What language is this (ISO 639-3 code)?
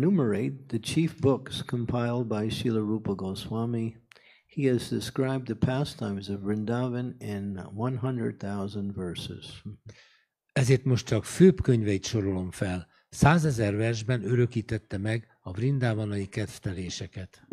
hun